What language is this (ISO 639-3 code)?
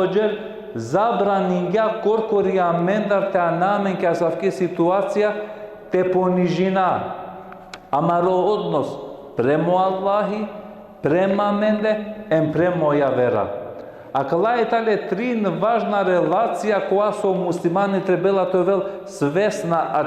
rmn